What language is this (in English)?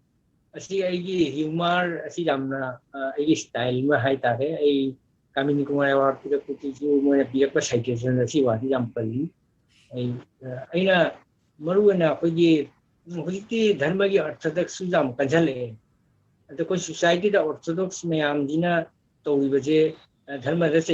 Manipuri